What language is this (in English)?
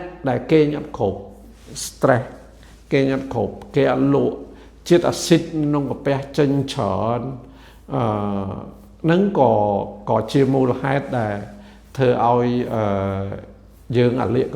Khmer